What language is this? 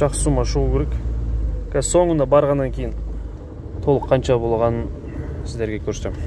Kazakh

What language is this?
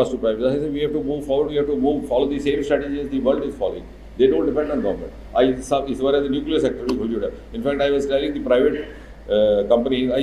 Dogri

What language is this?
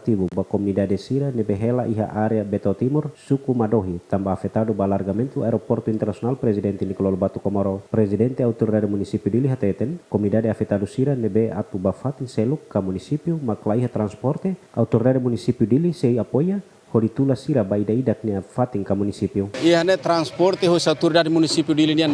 Tetum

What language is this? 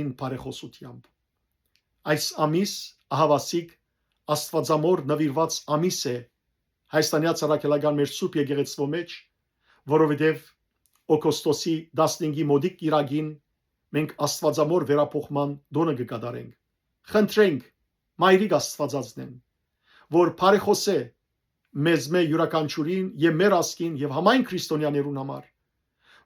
Western Armenian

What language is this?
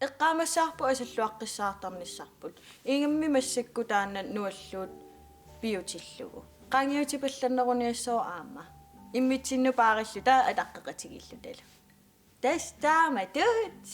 Kalaallisut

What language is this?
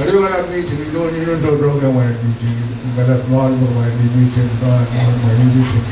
Pohnpeian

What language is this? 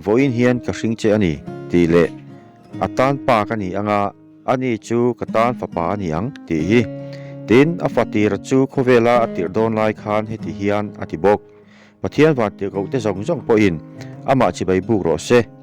Mizo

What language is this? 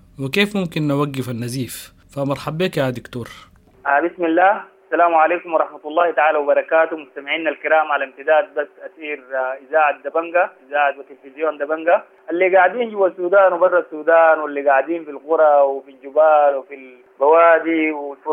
Sudanese Arabic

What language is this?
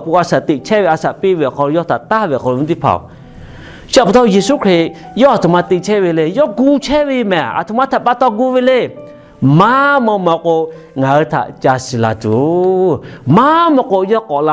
Lahu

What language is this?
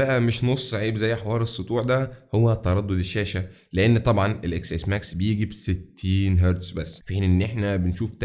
Egyptian Arabic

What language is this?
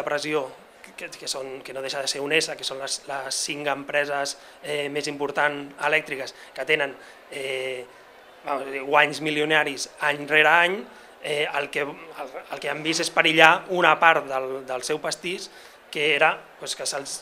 Catalan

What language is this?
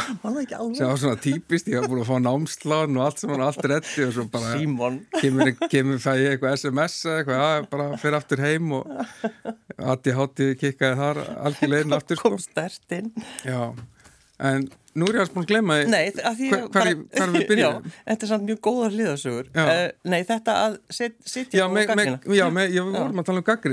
Icelandic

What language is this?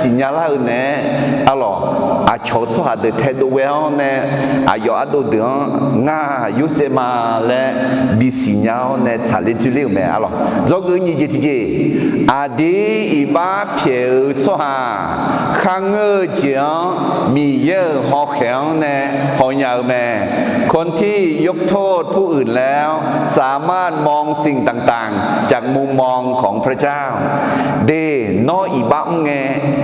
Akha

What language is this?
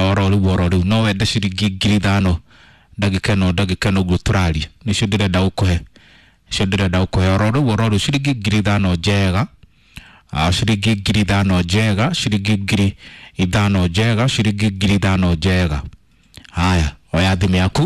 Kikuyu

